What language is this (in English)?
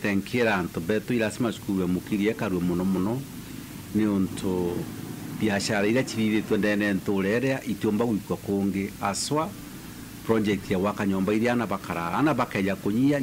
Meru